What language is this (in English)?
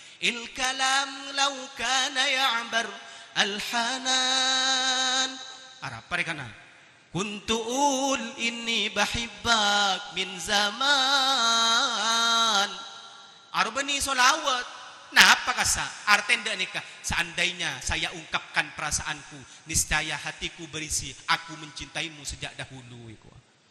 Madurese